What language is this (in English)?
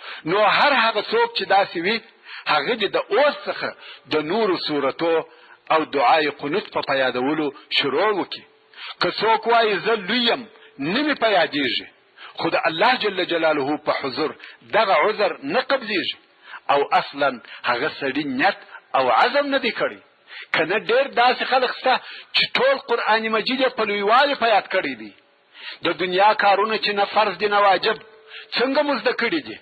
Pashto